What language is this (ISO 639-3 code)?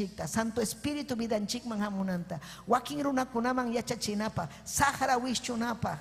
quy